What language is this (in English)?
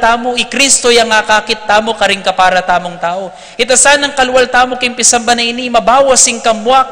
Pampanga